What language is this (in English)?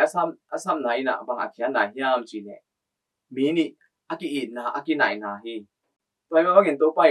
Tedim Chin